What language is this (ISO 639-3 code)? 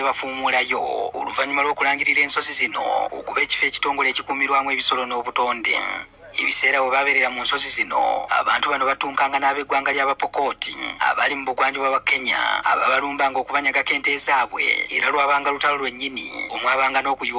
lug